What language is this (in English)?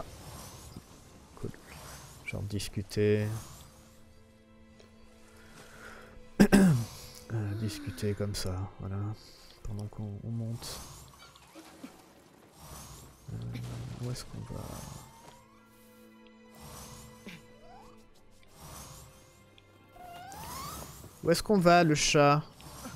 French